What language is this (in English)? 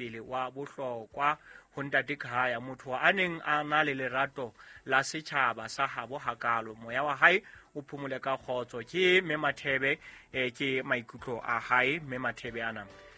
Southern Sotho